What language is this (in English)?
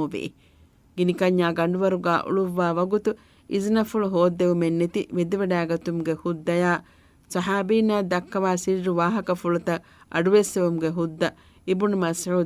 Divehi